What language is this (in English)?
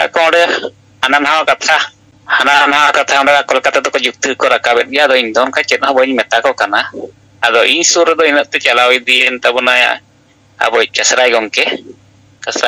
Santali